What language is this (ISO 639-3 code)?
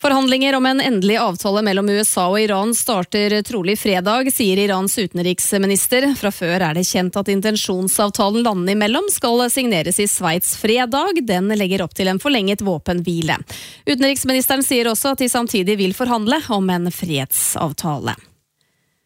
nor